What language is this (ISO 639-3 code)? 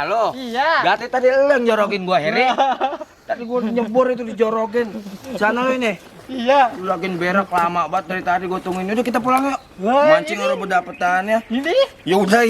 bew